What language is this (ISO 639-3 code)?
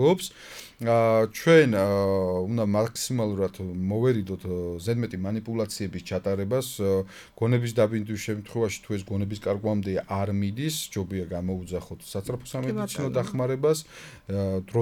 kat